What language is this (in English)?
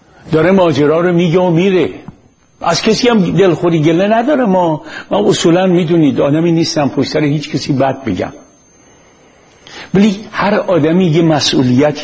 Persian